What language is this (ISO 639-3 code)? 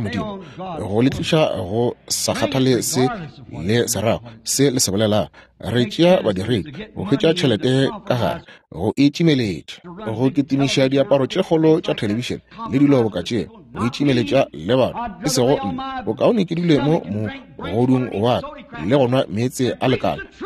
nso